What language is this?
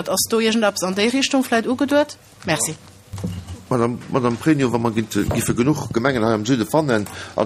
Luxembourgish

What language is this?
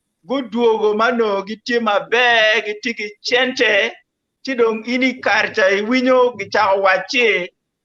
Acoli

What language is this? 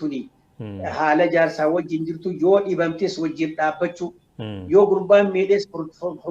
Oromo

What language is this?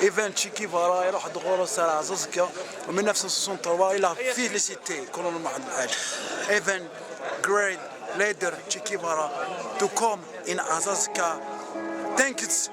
Kabyle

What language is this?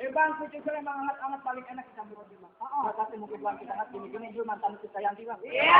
Betawi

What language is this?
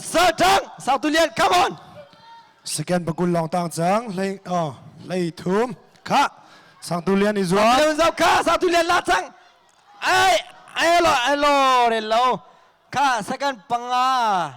Hakha Chin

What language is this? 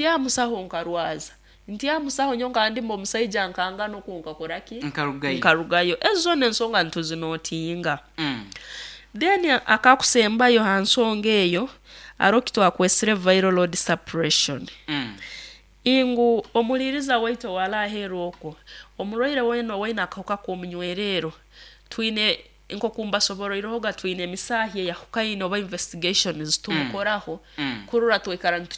Nyoro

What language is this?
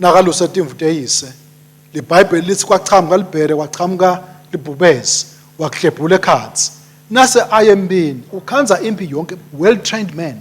Swati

